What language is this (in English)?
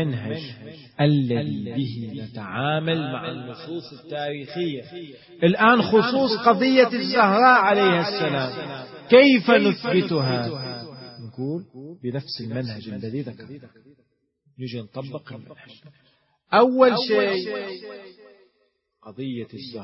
Arabic